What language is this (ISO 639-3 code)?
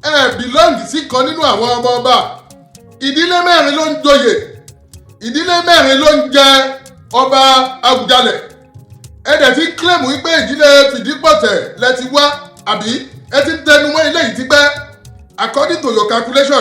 yor